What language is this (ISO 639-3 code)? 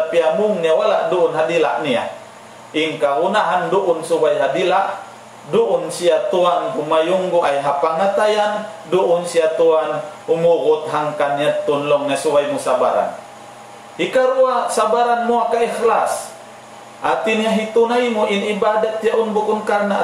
tsg